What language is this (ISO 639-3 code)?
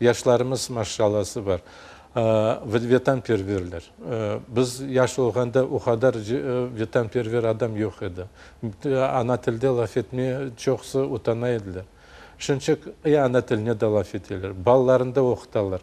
crh